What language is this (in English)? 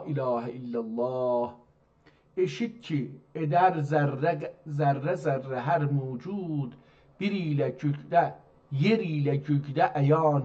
South Azerbaijani